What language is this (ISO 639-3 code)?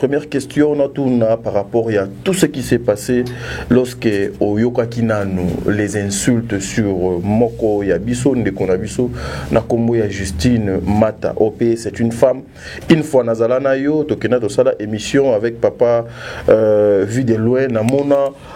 lin